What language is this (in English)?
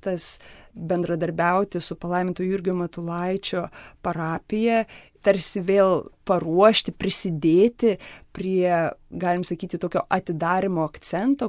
Lithuanian